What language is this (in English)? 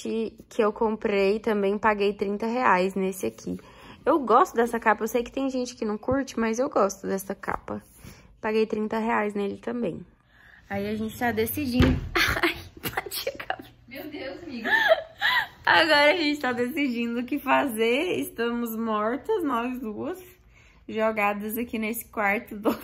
Portuguese